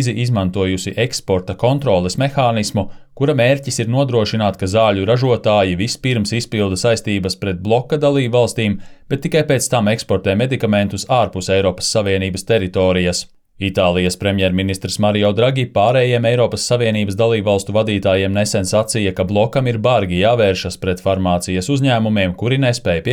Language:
Latvian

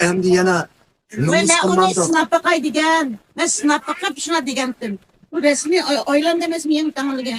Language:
Uyghur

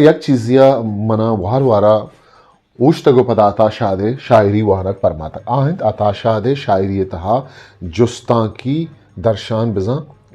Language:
Eastern Balochi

